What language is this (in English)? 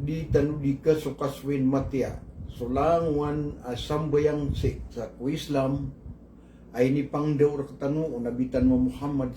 Maranao